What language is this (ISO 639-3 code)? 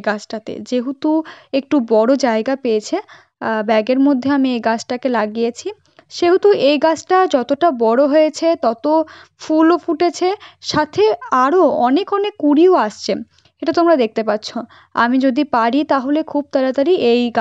ben